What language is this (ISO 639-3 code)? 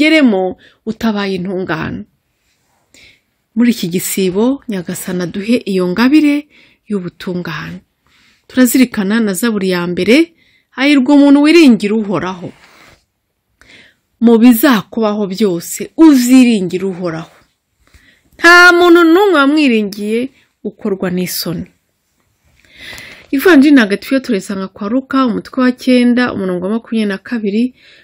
kin